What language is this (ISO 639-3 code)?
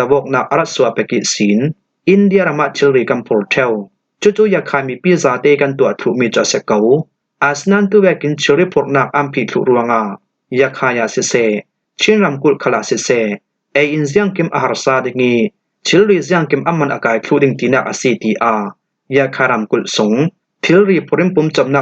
cfm